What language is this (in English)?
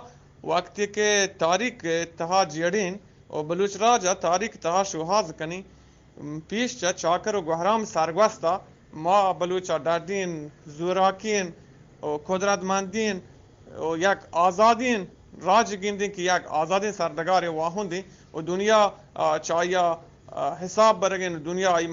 Eastern Balochi